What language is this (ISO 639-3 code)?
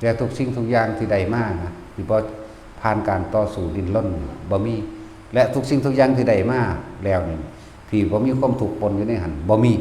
tts